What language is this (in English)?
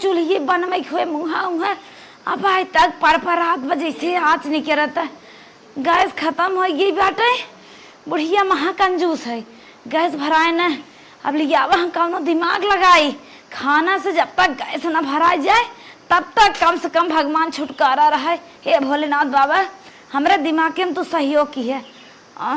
Awadhi